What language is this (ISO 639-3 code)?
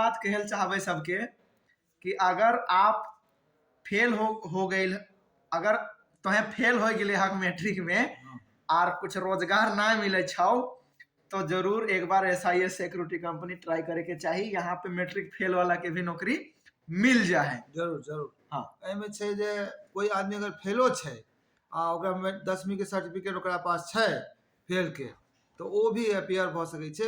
mai